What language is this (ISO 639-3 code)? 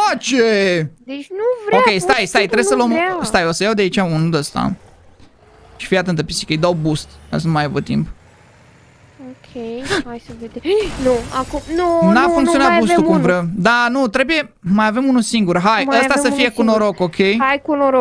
ron